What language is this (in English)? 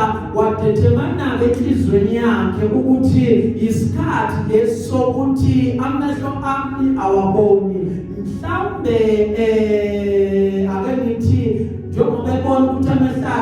Zulu